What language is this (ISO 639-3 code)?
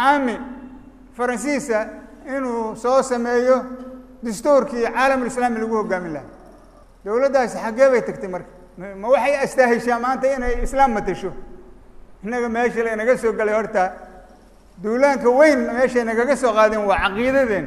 som